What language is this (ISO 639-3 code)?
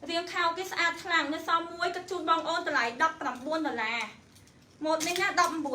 khm